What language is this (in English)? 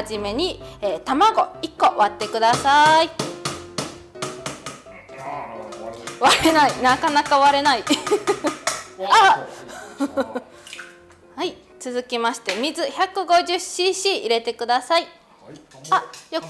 Japanese